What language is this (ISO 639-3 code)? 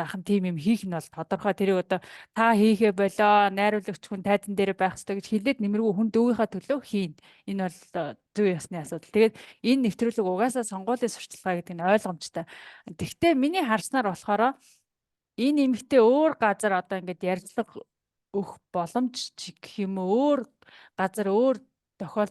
mon